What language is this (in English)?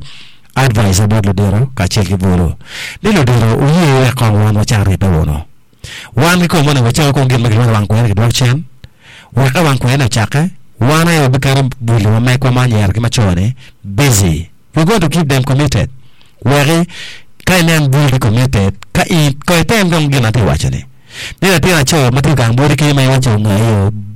Acoli